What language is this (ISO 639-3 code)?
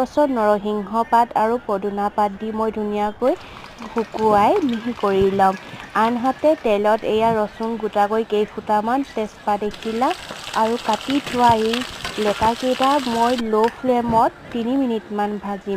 asm